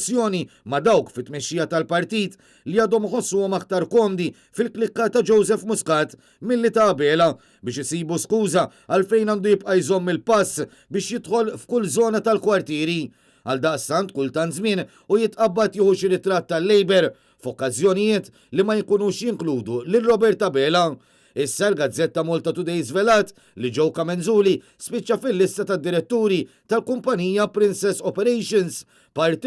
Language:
Maltese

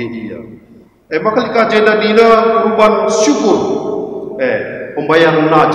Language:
Batak Karo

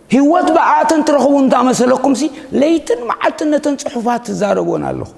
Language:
Tigrinya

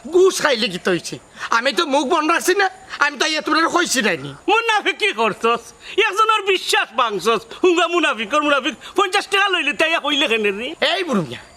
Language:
Sylheti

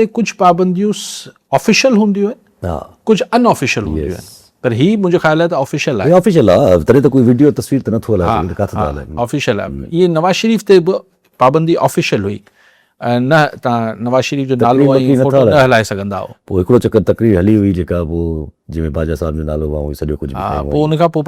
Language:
Sindhi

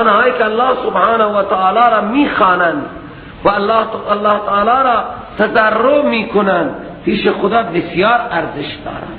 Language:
Persian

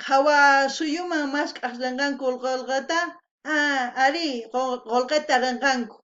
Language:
South Bolivian Quechua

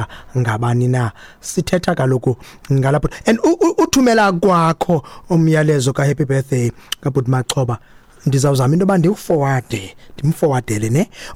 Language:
Xhosa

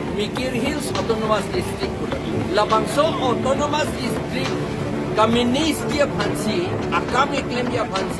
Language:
Karbi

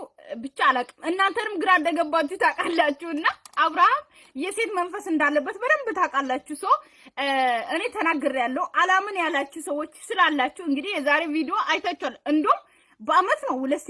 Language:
Amharic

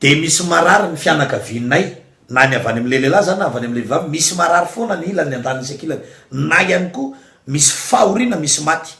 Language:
Malagasy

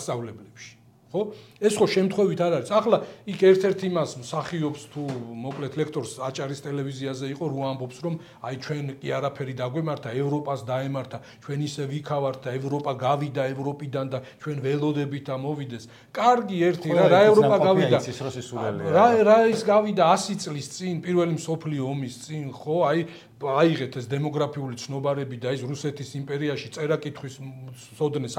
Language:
Georgian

